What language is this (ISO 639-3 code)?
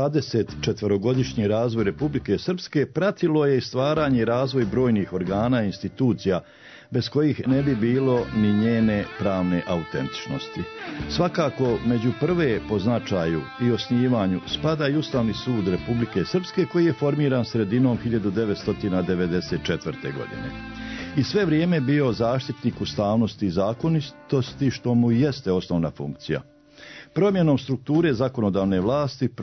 hrv